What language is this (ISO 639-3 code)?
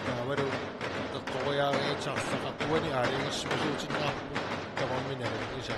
kal